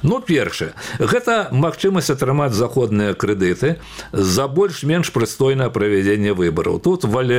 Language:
Belarusian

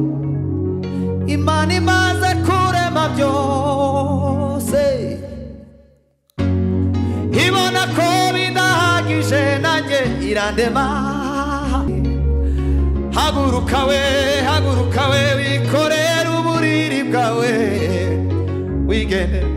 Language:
Kinyarwanda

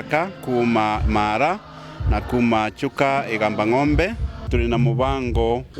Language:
Meru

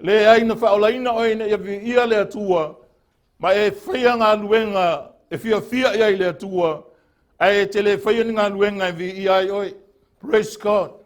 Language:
Samoan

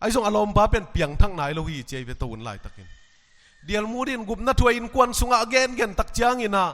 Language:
Tedim Chin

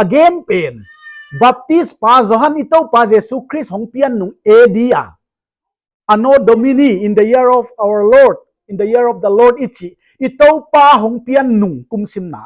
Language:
Paite Chin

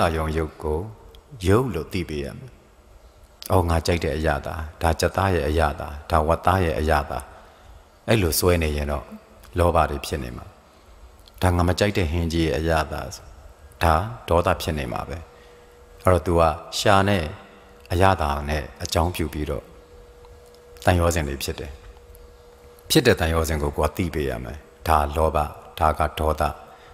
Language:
Burmese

